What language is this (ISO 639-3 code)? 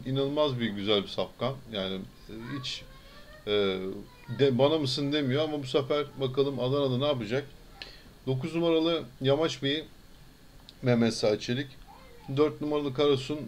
tur